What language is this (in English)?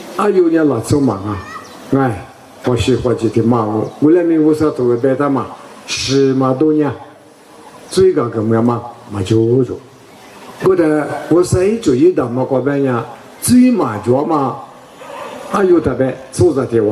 Lisu